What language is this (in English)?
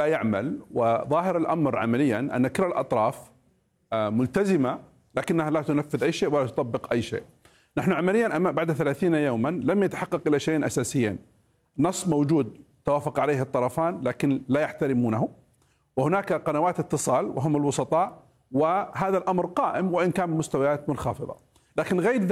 Arabic